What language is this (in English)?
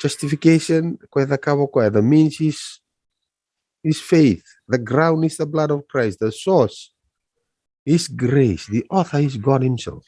Fijian